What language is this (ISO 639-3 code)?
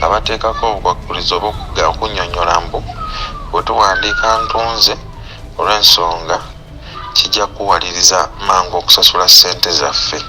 lug